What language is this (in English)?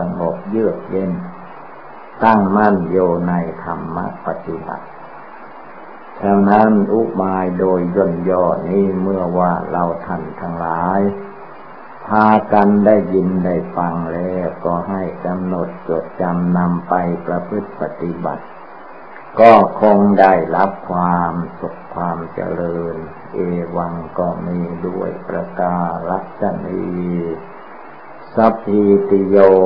Thai